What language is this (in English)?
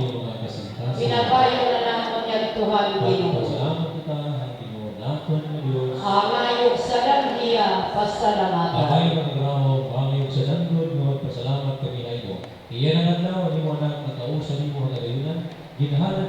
Waray